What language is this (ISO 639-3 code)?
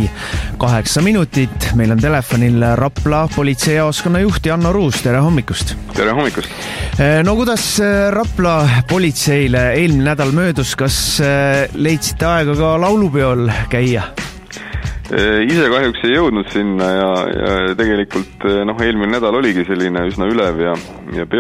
est